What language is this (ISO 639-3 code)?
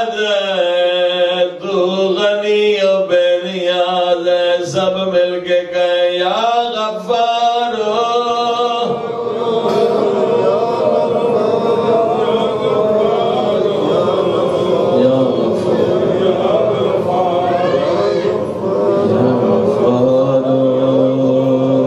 urd